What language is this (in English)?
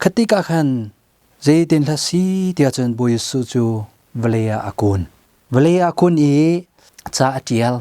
Hakha Chin